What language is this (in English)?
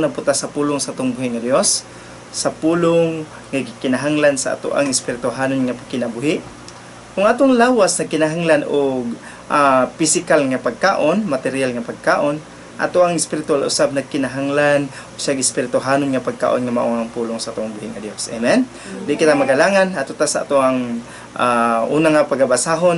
Cebuano